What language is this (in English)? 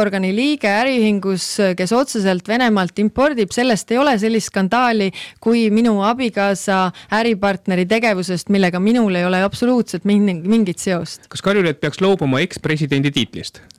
Estonian